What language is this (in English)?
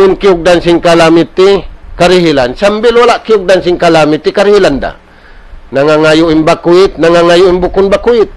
Tausug